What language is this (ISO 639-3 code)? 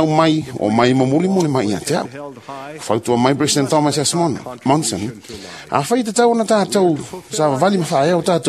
smo